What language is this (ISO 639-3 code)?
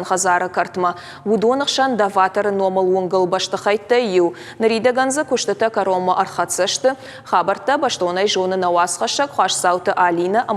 oss